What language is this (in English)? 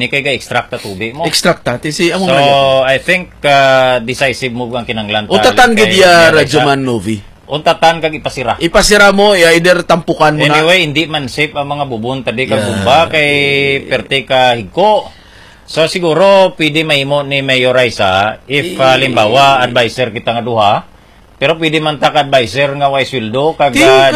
Hiligaynon